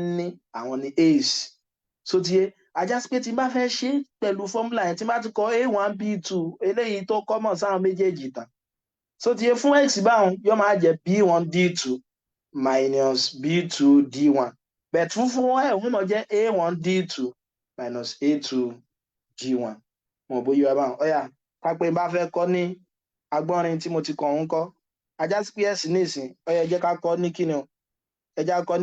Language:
Yoruba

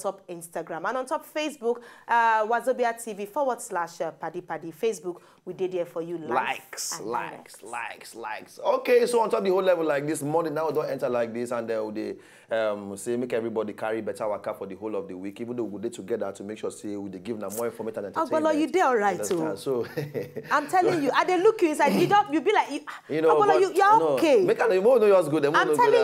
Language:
Nigerian Pidgin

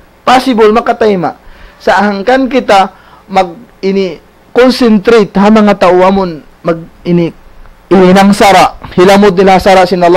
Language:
Tausug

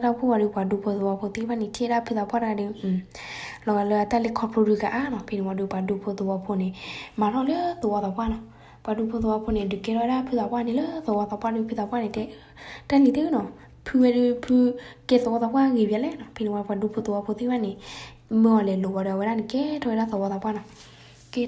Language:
S'gaw Karen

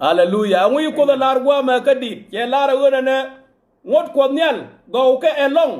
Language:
Nuer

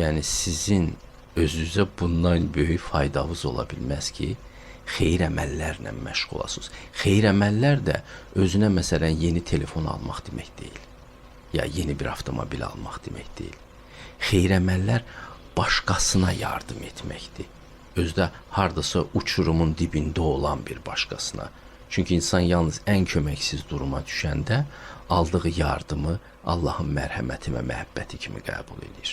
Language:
Azerbaijani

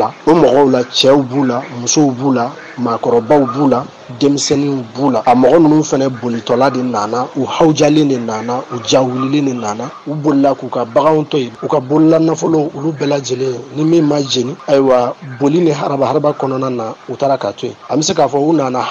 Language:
Bambara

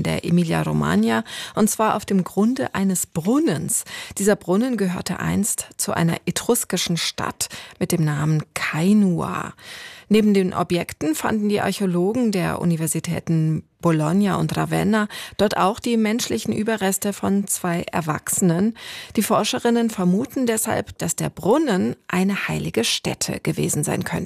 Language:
German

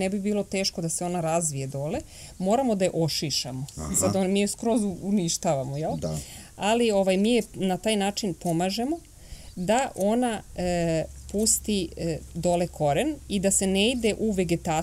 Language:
Serbian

